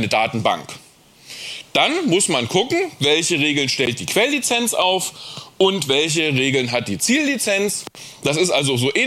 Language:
German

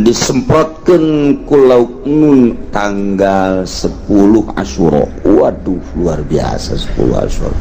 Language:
Sundanese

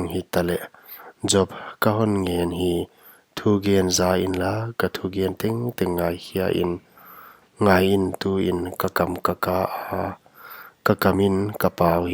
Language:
Paite Chin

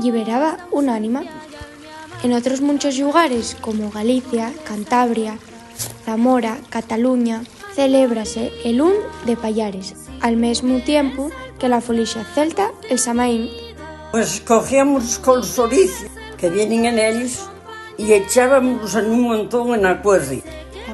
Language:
Asturian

